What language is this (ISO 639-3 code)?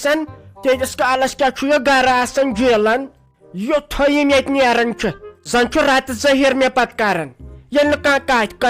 kas